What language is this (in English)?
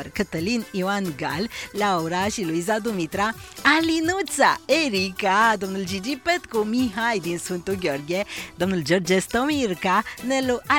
Romanian